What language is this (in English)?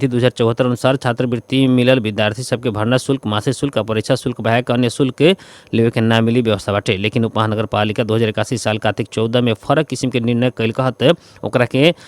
Bhojpuri